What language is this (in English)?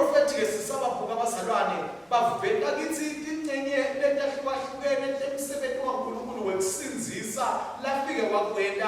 Swati